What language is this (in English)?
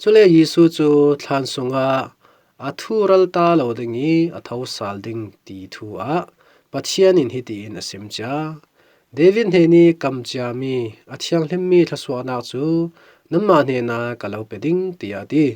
Falam Chin